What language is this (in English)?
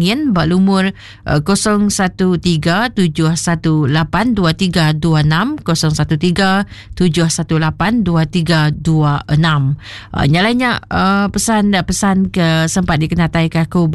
Iban